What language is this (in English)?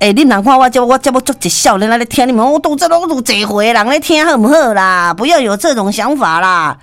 Min Nan Chinese